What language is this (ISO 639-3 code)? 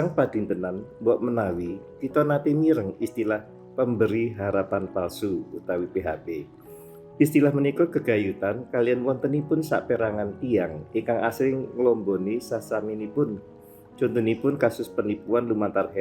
jav